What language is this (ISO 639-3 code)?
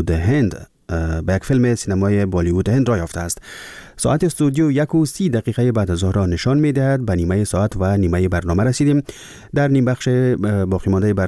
fas